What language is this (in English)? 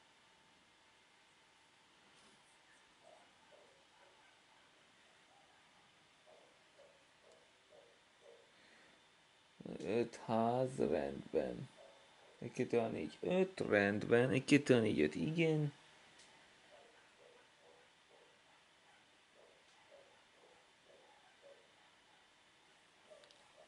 Hungarian